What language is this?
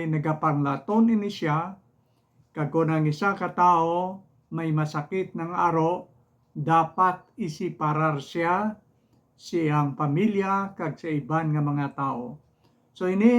Hiligaynon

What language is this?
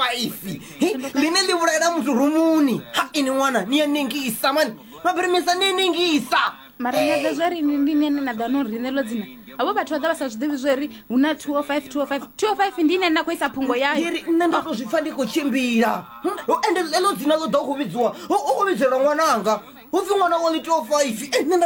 Venda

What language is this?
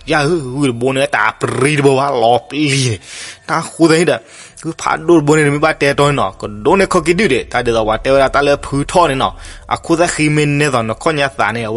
S'gaw Karen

